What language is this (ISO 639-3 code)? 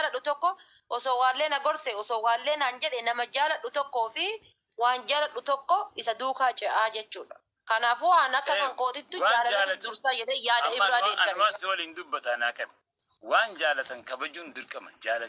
orm